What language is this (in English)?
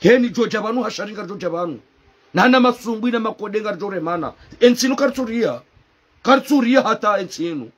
Ngazidja Comorian